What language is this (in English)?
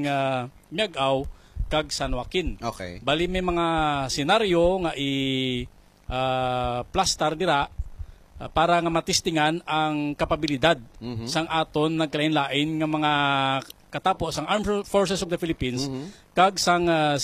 Hiligaynon